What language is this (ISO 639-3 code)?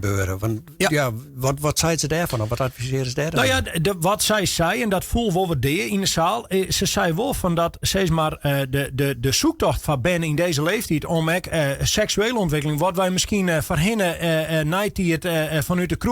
fry